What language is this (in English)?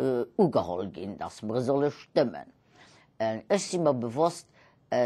Luxembourgish